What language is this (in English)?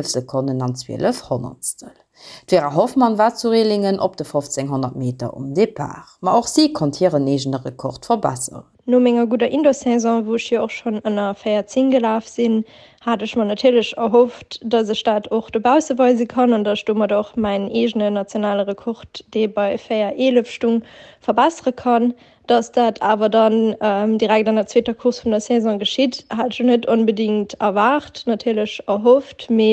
Luxembourgish